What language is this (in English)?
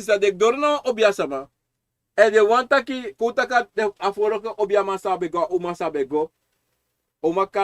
Sranan Tongo